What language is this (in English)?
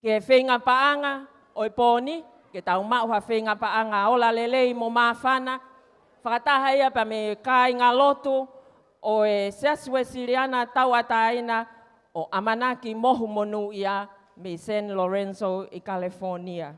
Tongan